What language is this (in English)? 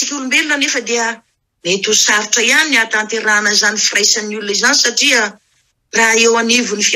Malagasy